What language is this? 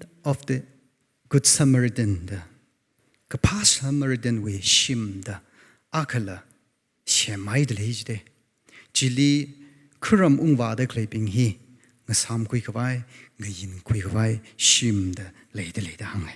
Tangkhul Naga (India)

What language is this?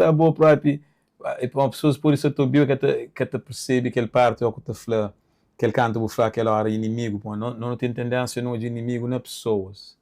Kabuverdianu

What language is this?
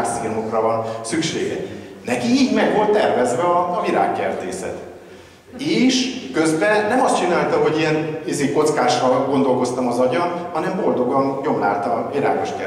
Hungarian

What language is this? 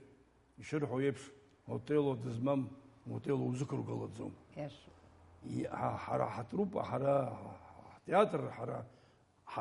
Abkhazian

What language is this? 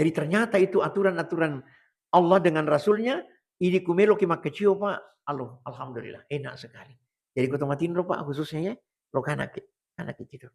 Buginese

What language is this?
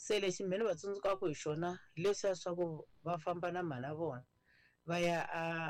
Tsonga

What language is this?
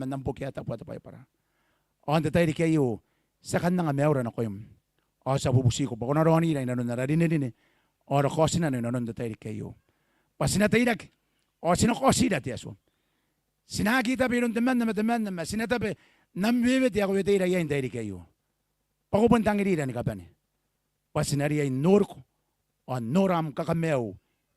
Gilbertese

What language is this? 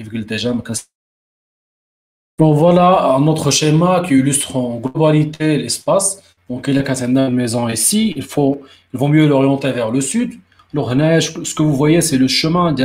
French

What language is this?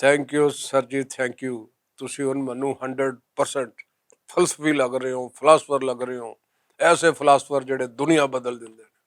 Western Panjabi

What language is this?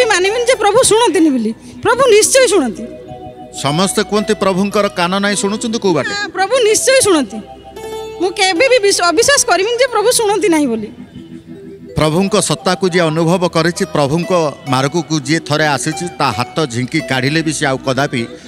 Odia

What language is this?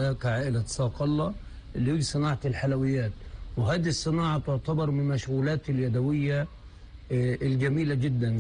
North Levantine Arabic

